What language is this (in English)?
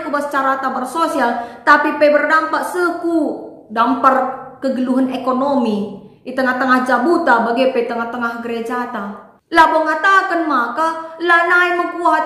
Batak Karo